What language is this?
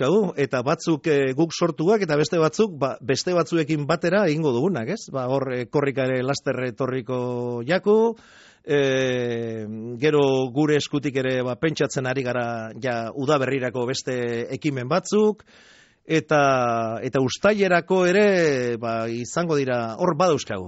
Basque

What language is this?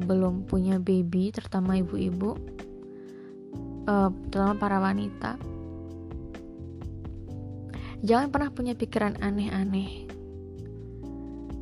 Indonesian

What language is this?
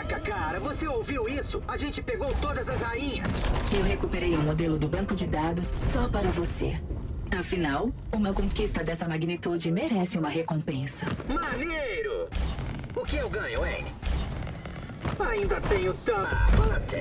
Portuguese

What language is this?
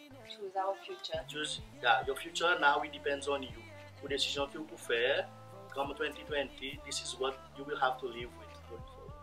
Seselwa Creole French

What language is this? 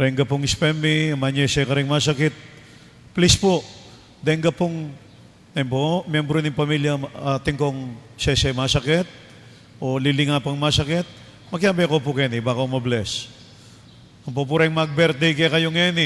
Pampanga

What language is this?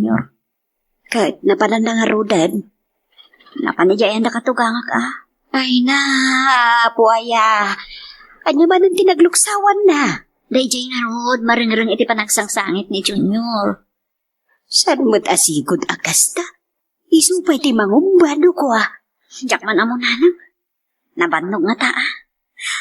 Iloko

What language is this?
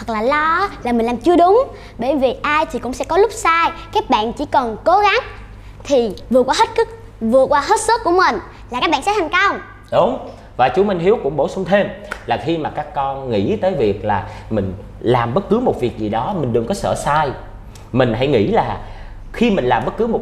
Vietnamese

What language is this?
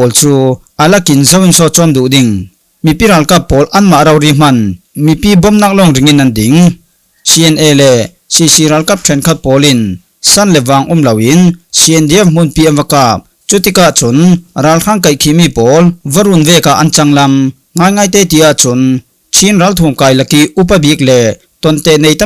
Falam Chin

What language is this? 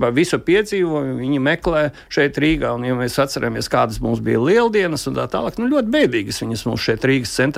Latvian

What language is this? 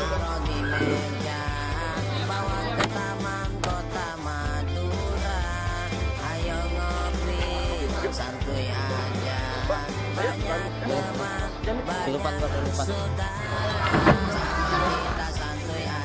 Betawi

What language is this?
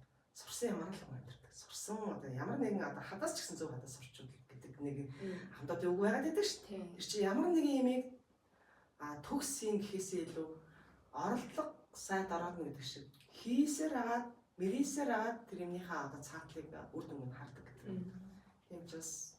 Mongolian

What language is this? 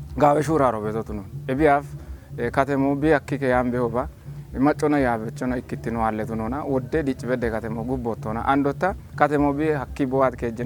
Kafa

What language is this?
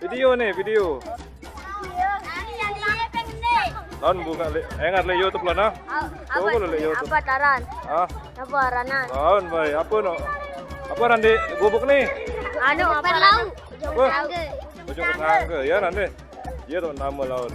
Sasak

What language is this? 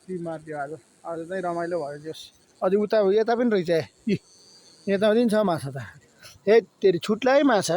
Nepali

